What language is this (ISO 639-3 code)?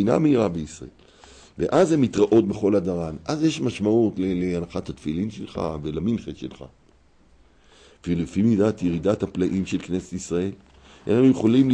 heb